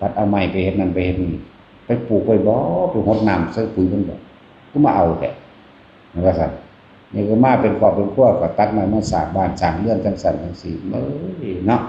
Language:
Northeastern Thai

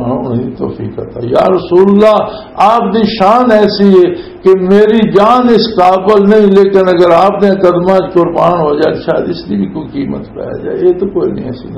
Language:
Western Panjabi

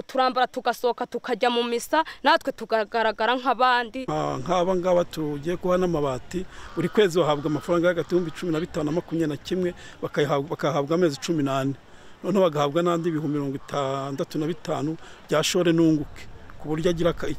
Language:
Kinyarwanda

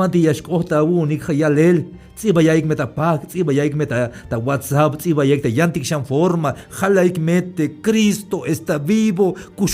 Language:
Tzeltal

